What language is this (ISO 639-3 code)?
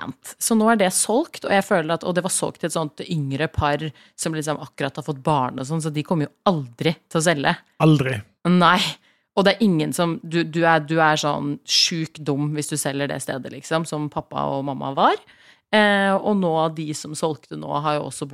nor